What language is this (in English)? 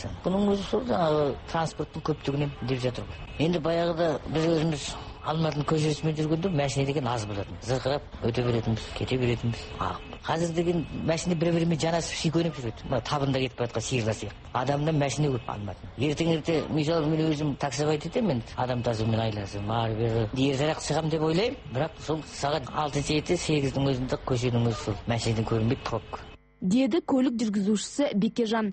Kazakh